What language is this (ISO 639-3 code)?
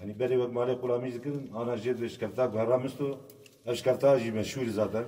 kur